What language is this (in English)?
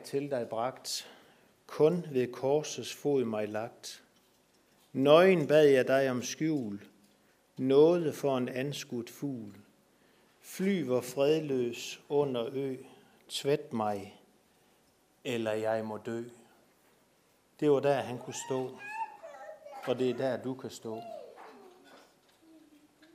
Danish